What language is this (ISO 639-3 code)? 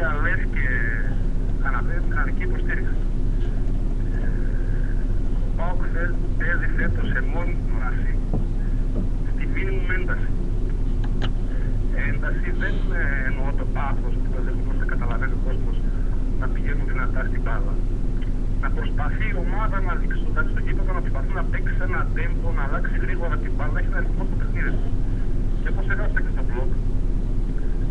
ell